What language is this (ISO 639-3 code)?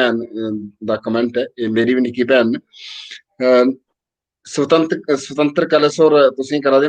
doi